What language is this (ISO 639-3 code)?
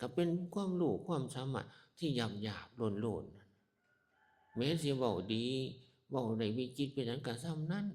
tts